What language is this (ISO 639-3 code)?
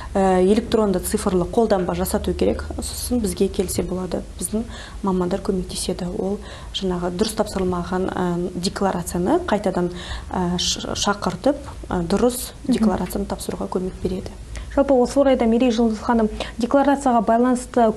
kaz